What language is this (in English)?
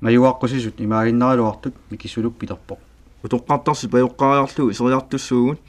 Kalaallisut